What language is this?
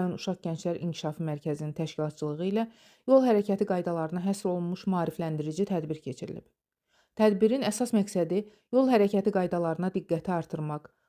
Azerbaijani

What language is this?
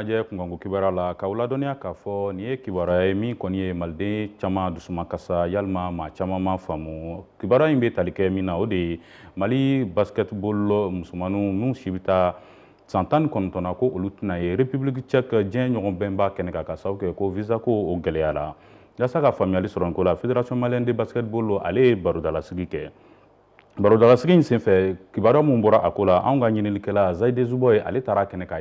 Bambara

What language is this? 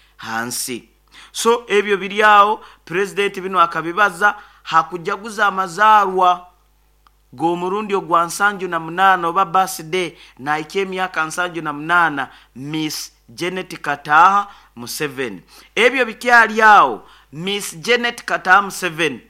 Nyoro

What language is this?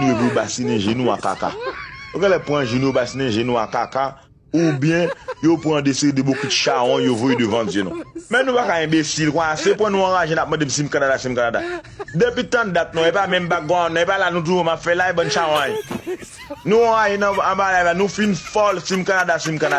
Haitian Creole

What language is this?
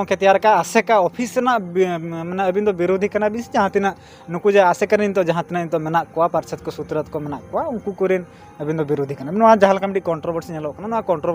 Santali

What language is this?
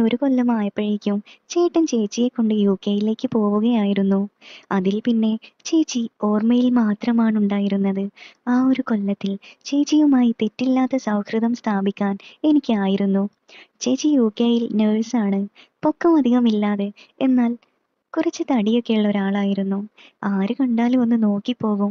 Malayalam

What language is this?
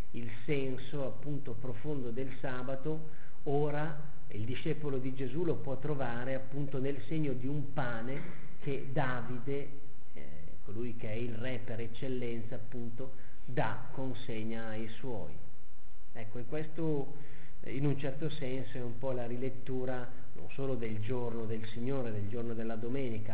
Italian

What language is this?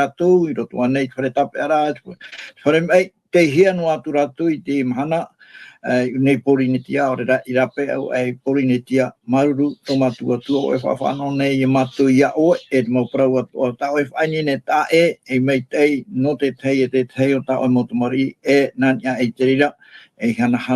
Tahitian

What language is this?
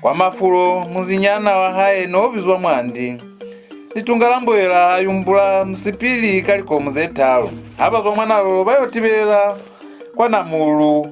Lozi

